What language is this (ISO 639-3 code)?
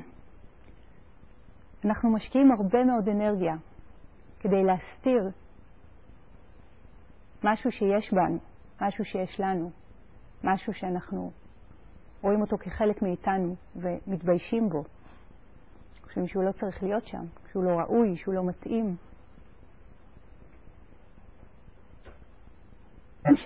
heb